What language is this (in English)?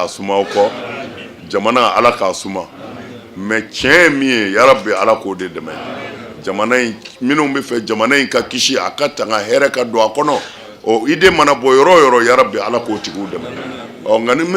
Bambara